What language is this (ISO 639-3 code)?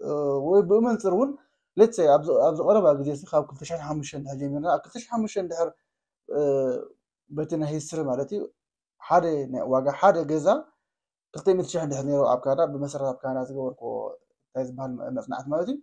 tir